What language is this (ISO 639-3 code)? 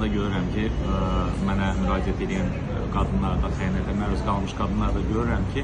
aze